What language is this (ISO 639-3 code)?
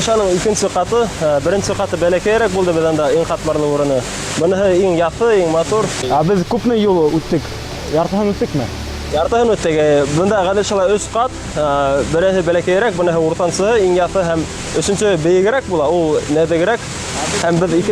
bak